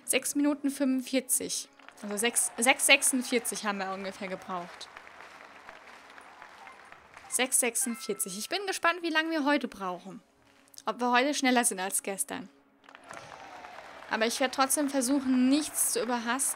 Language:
German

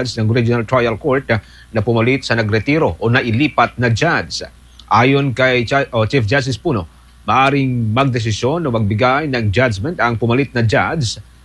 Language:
Filipino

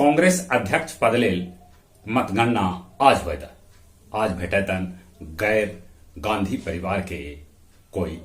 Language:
Magahi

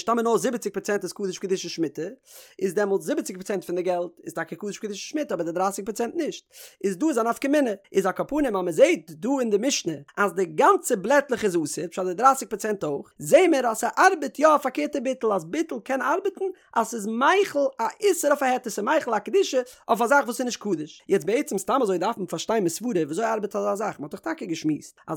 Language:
Yiddish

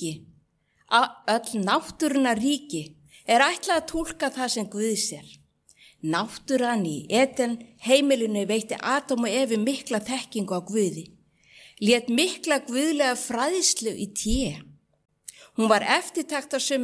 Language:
Icelandic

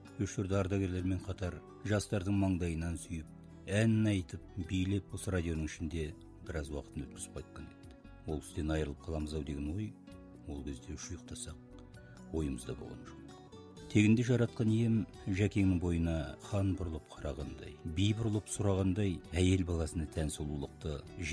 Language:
Kazakh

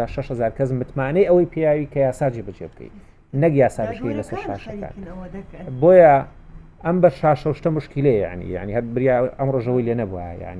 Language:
Central Kurdish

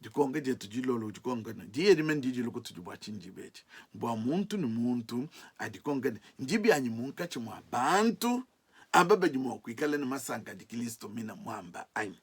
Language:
Luba-Lulua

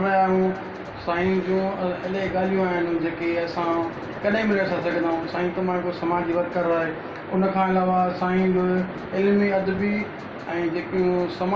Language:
Sindhi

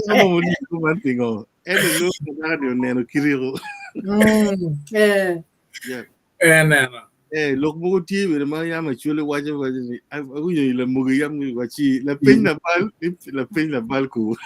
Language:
Acoli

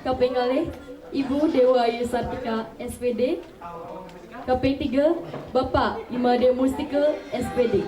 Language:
Balinese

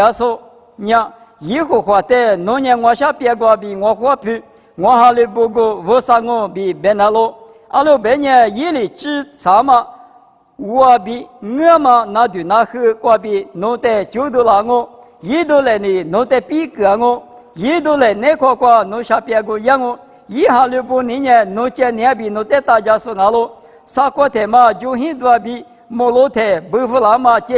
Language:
Lisu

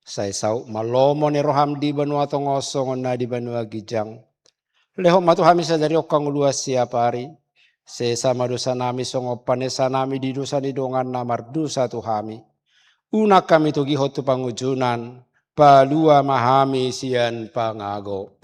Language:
Batak Toba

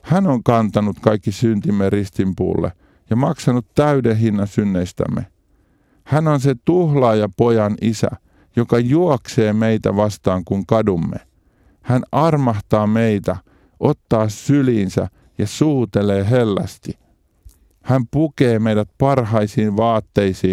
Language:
Finnish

